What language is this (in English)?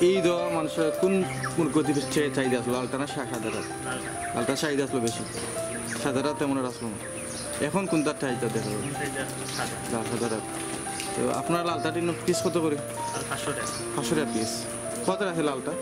Sylheti